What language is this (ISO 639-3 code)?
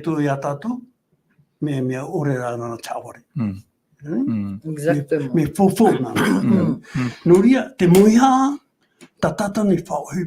tah